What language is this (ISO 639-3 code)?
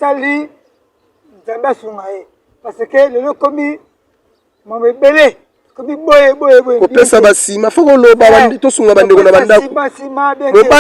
lin